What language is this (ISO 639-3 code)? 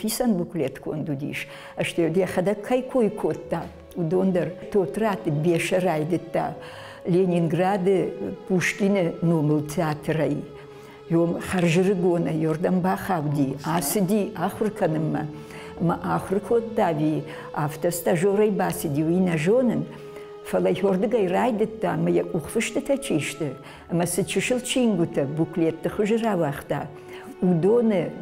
oss